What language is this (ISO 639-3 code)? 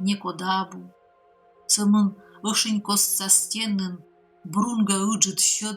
kom